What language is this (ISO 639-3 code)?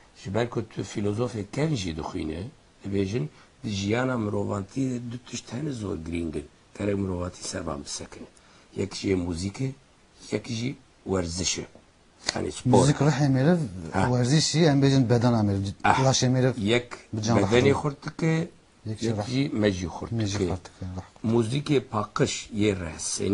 kur